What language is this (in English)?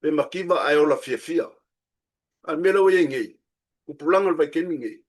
Samoan